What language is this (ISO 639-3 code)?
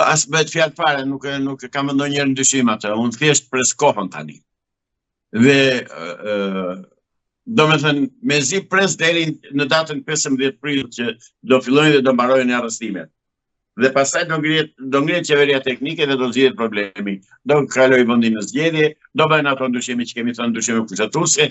sqi